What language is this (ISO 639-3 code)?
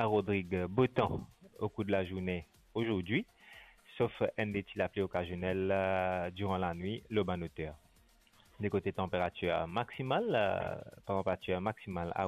mfe